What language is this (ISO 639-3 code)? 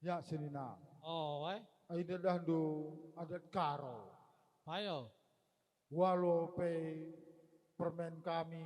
btx